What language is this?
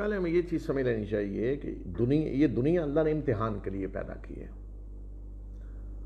Urdu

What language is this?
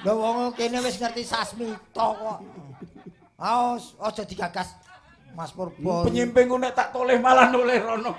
Javanese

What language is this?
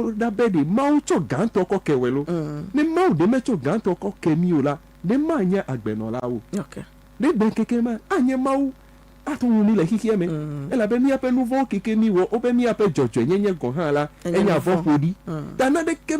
Ewe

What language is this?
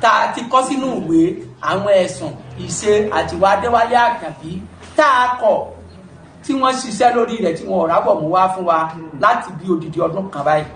Yoruba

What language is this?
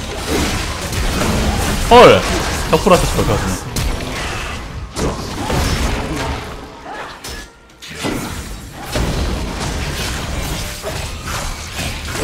Korean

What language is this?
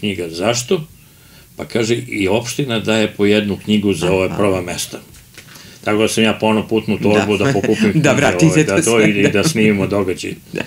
Serbian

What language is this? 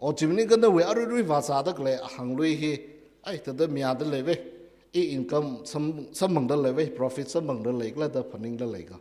Tangkhul Naga (India)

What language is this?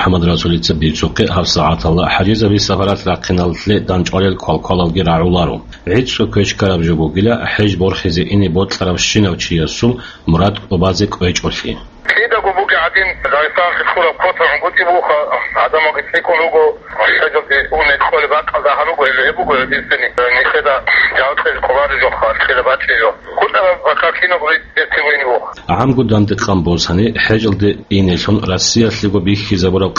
Avaric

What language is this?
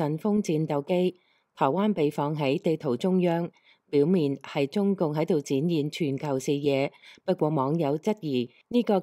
Cantonese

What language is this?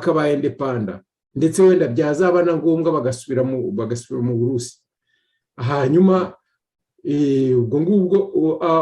Kinyarwanda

